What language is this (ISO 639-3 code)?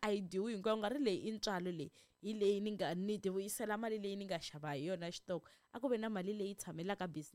tso